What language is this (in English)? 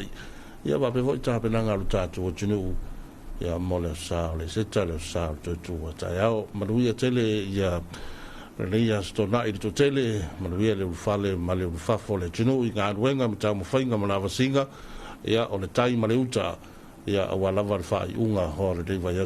Samoan